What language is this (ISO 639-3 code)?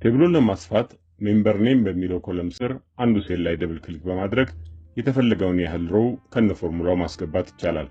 amh